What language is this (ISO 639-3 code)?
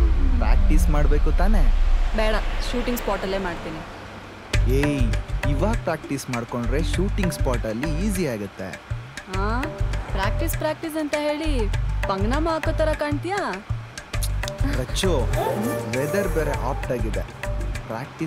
kan